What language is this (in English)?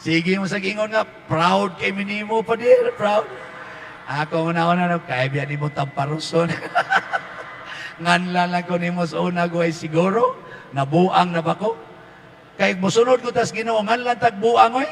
Cebuano